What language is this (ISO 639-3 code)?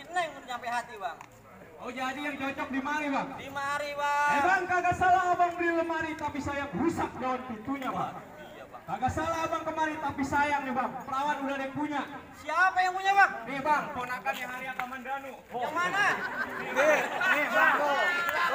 bew